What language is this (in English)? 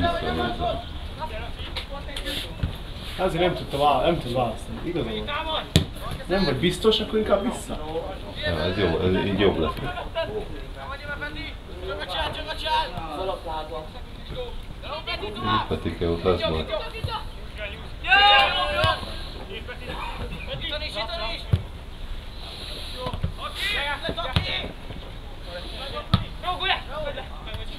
Hungarian